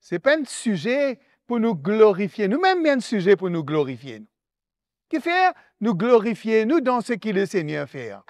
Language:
Morisyen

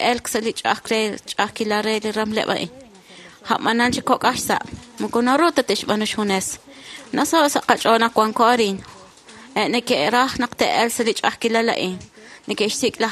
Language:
Kekchí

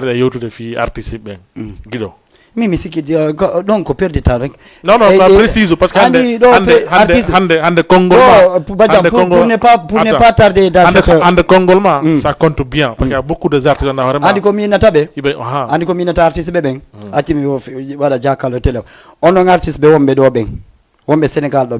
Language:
Fula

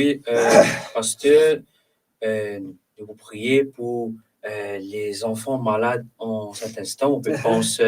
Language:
Morisyen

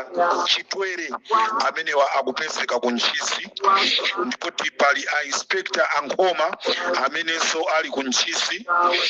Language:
Nyanja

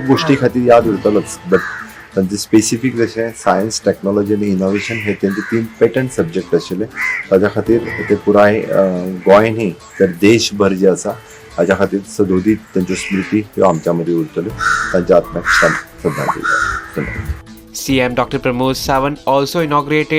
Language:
Konkani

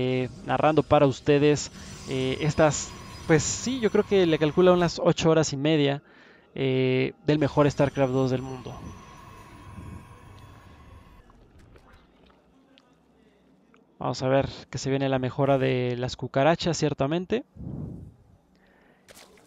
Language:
Spanish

